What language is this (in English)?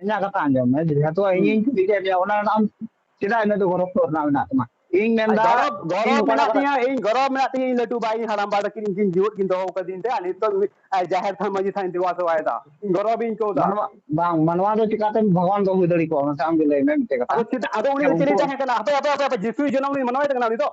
Santali